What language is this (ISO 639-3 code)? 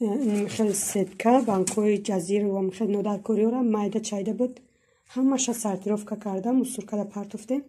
tgk